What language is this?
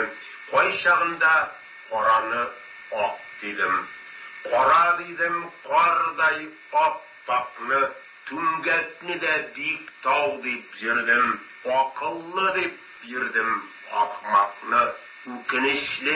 Tatar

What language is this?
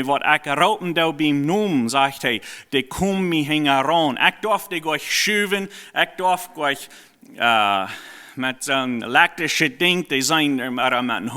Plautdietsch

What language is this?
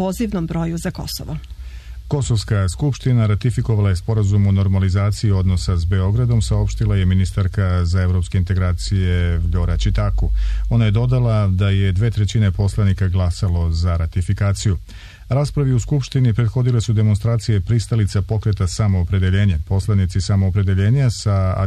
Serbian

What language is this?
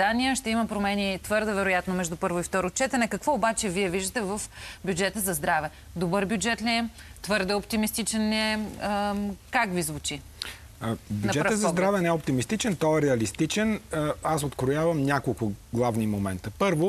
Bulgarian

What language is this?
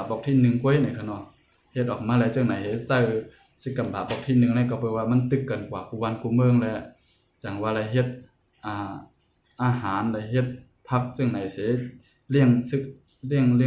Shan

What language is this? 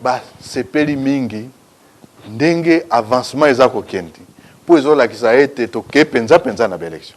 Lingala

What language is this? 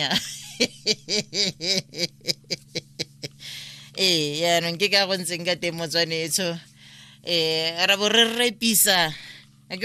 Tswana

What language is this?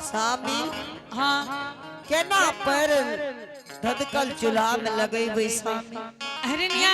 Angika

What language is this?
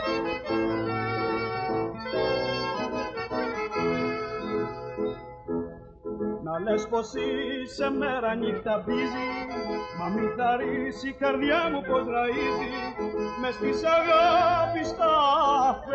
Greek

